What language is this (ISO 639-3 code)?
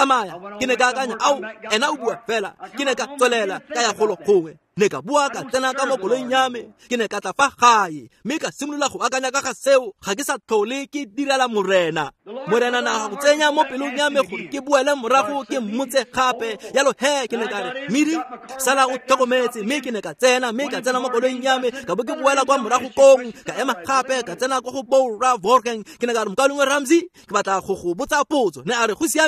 tsn